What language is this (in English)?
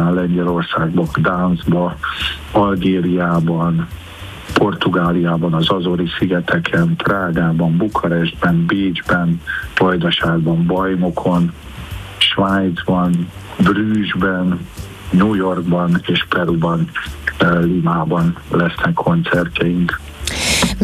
Hungarian